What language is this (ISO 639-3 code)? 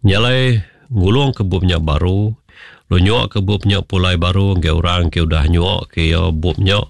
iba